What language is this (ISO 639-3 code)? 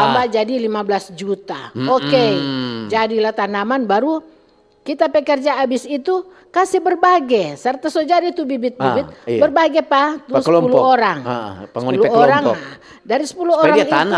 xmm